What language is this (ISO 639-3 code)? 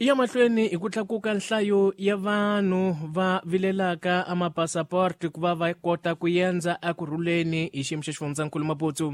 tso